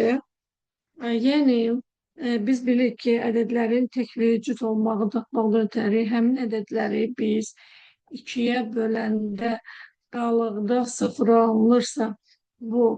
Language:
Azerbaijani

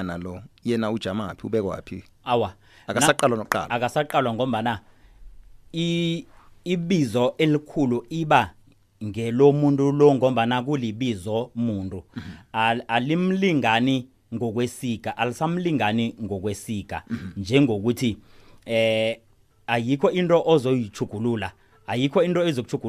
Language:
South Ndebele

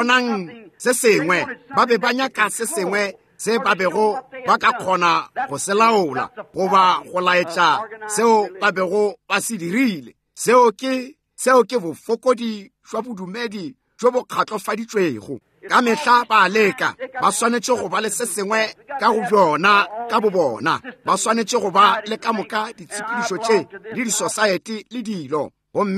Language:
Northern Sotho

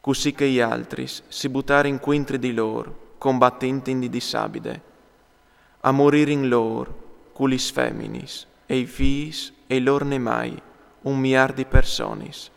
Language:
Friulian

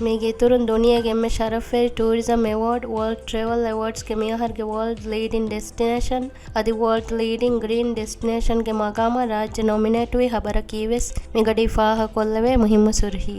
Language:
Divehi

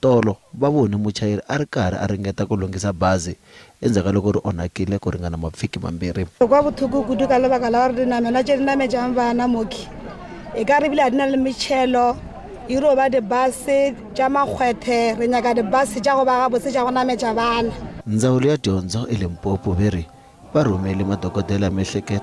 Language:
Tsonga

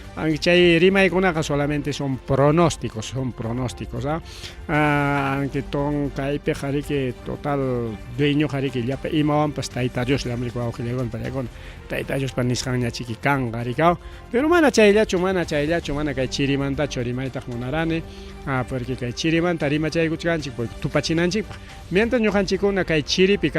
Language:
Ayacucho Quechua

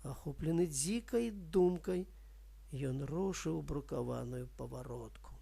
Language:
Belarusian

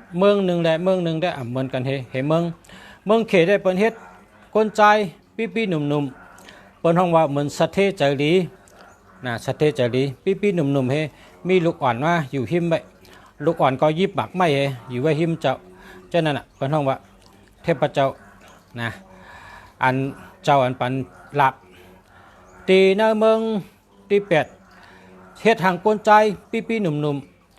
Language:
Shan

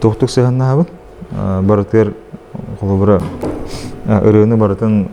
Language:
Yakut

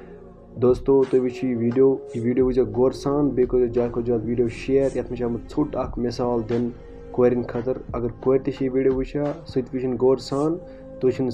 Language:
Kashmiri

